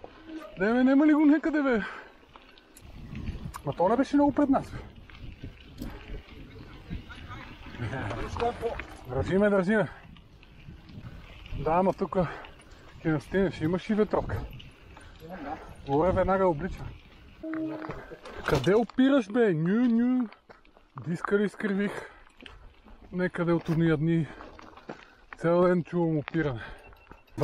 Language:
Bulgarian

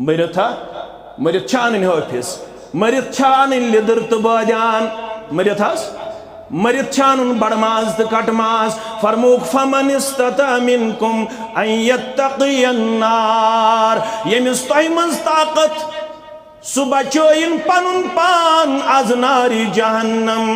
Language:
Kashmiri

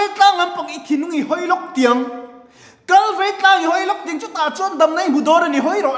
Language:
Mizo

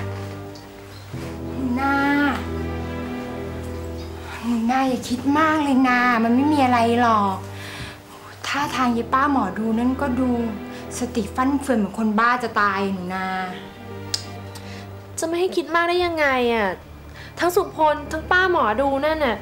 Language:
Thai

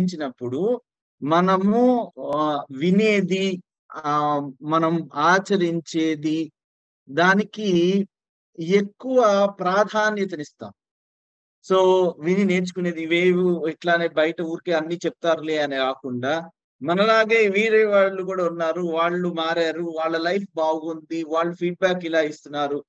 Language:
Telugu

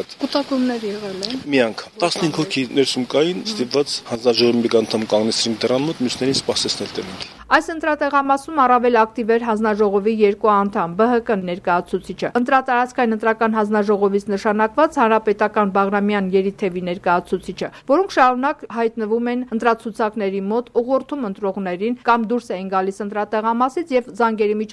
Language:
Armenian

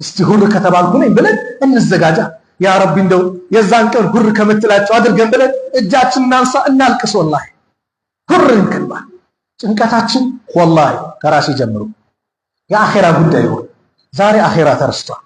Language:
Amharic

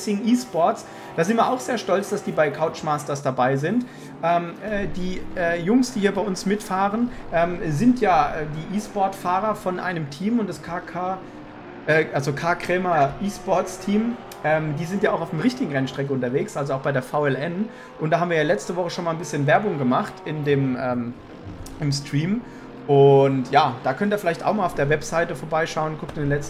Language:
German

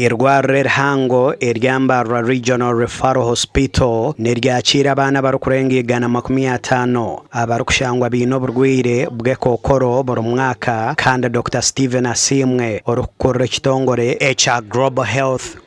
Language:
Nyankole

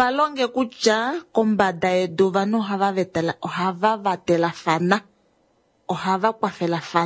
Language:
Kuanyama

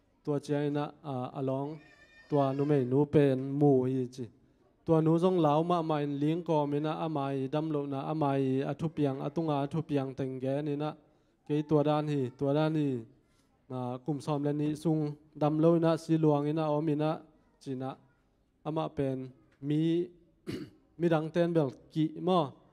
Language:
Tedim Chin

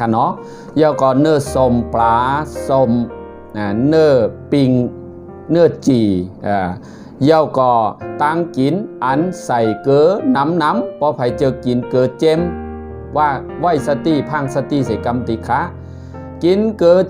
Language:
Shan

